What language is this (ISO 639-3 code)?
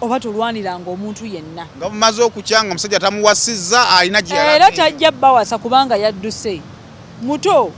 lug